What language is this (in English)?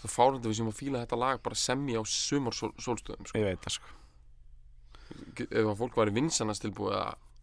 Icelandic